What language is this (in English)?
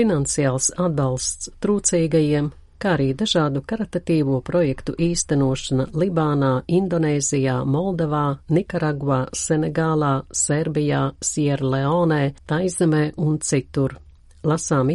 Latvian